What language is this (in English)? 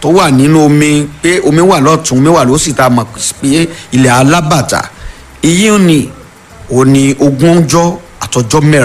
Yoruba